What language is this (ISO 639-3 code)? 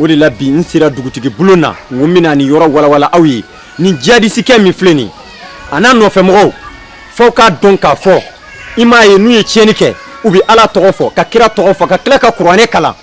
bam